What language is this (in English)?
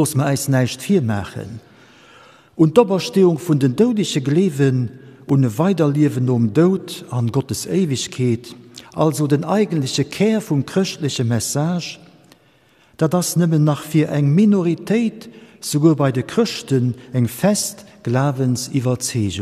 Luxembourgish